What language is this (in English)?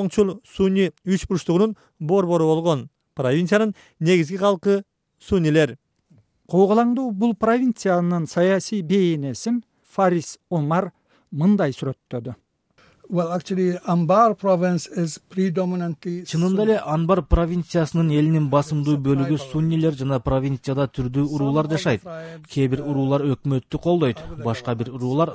Kyrgyz